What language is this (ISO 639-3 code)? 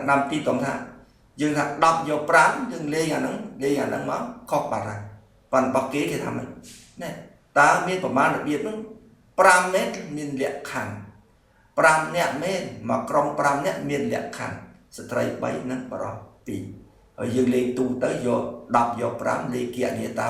khm